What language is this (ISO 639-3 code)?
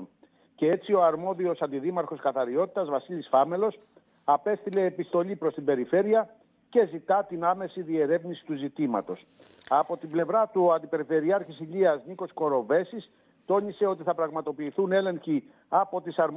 ell